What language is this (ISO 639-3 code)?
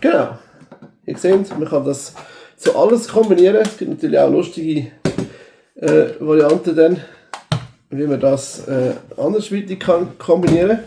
gsw